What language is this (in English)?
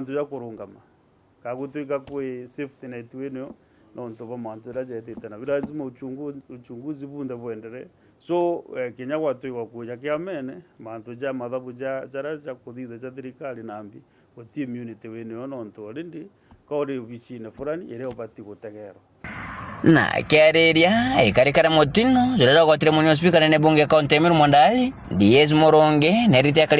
Meru